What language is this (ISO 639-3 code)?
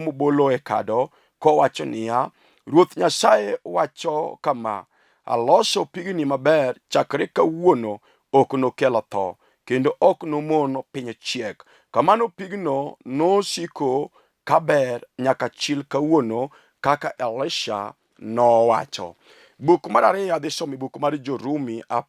luo